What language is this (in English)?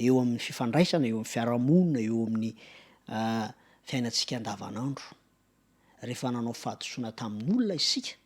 Malagasy